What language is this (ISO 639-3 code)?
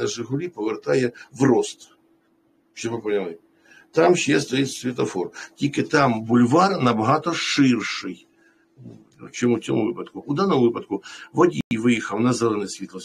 ukr